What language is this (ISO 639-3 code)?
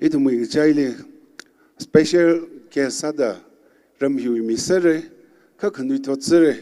nmf